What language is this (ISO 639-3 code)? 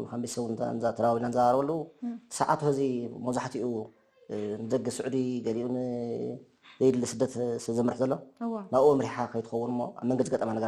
tir